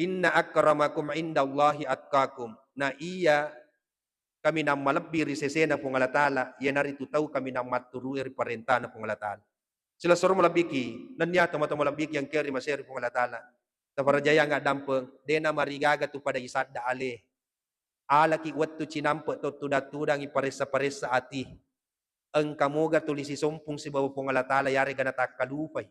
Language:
Buginese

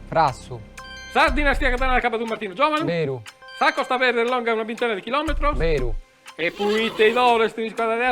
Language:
Sardinian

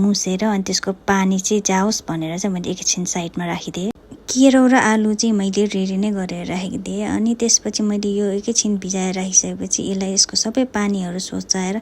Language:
Nepali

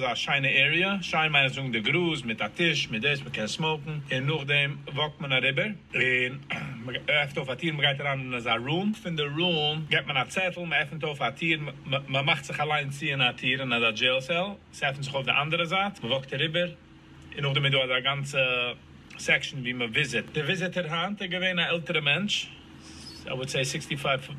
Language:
Yiddish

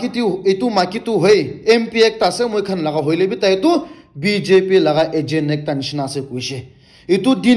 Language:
Naga Pidgin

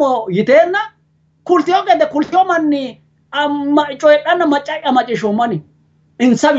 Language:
Sidamo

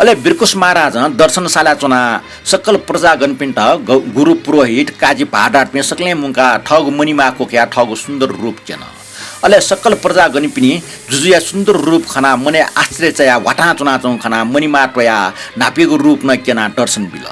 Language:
Newari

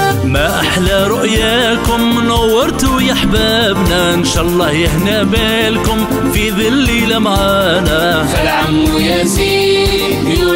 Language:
Algerian Arabic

